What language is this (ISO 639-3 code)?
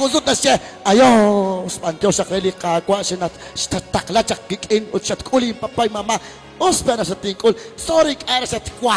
kek